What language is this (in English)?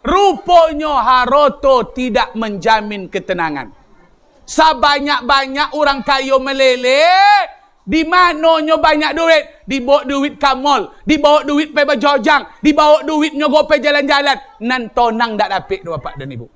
Minangkabau